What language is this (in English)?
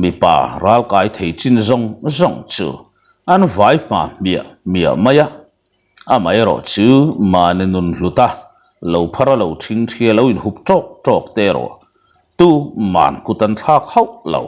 Mizo